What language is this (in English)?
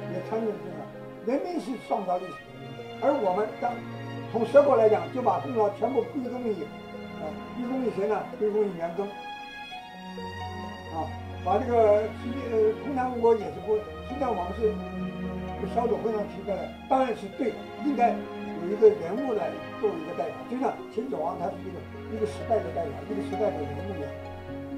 Chinese